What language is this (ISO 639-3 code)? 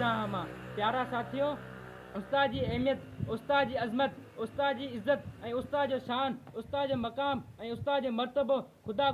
snd